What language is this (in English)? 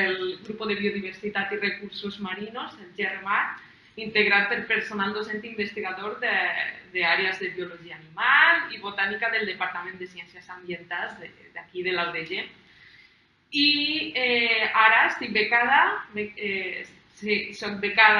Catalan